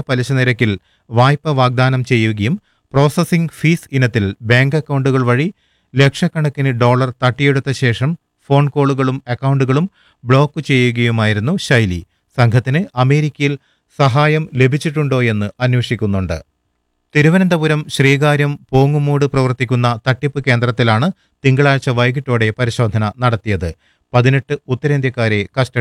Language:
Malayalam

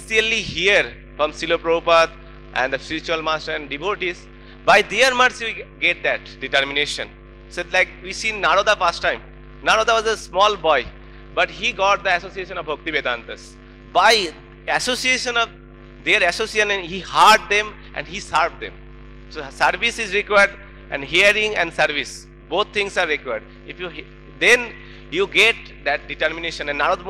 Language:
English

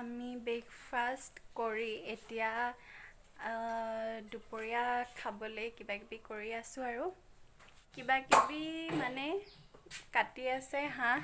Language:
Assamese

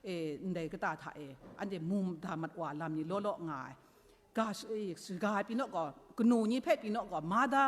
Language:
Kachin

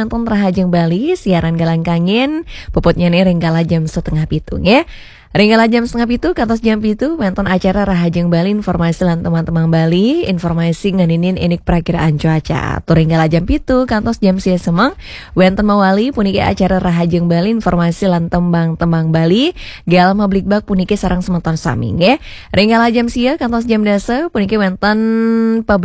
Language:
Balinese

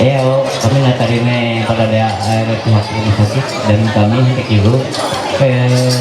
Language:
Ma'anyan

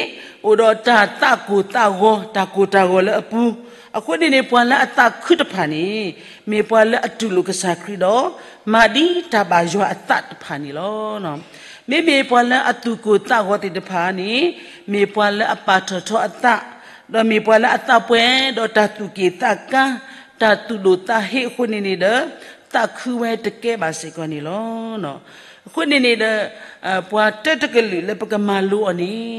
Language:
S'gaw Karen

